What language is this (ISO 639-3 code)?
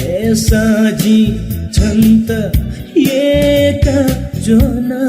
new